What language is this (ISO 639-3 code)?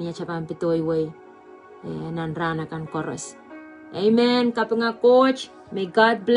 pon